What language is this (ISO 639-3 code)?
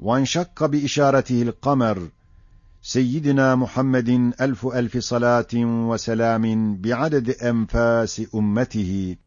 ota